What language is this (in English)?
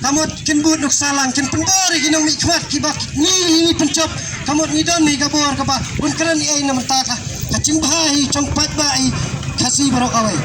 Khasi